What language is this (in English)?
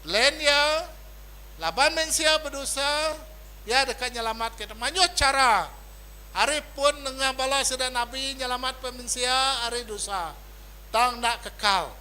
Iban